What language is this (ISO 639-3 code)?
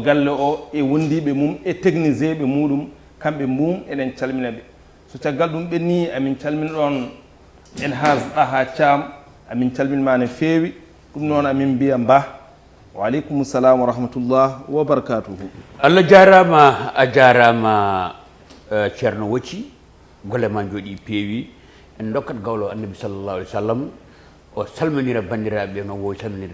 ful